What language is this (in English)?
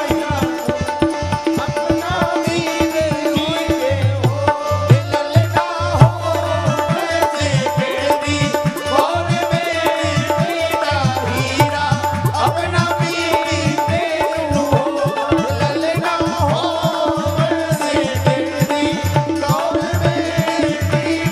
Bhojpuri